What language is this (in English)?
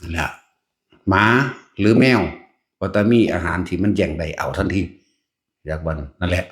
Lao